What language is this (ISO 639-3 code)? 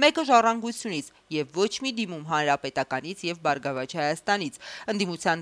hye